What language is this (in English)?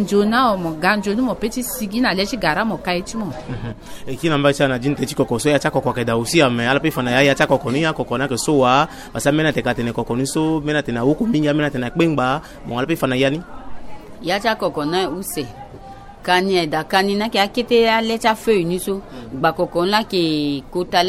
Sango